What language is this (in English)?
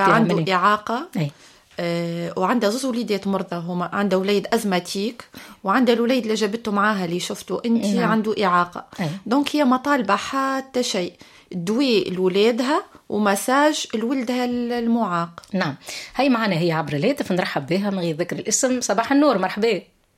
Tunisian Arabic